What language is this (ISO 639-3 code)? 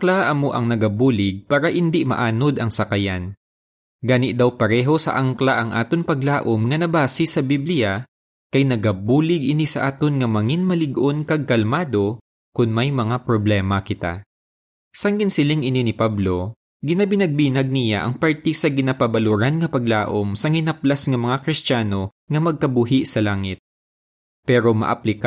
hil